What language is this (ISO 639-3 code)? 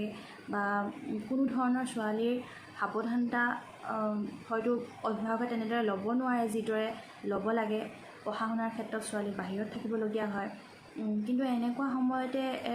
asm